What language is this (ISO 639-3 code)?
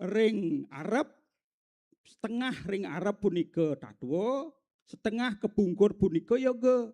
ban